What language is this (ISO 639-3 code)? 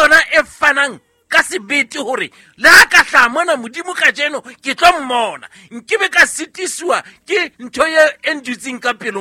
sot